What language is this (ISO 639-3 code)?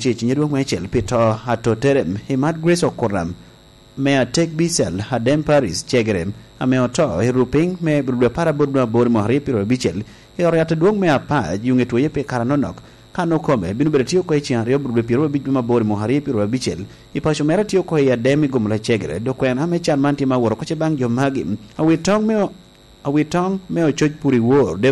laj